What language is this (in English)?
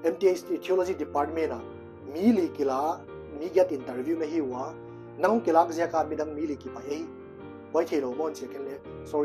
Paite Chin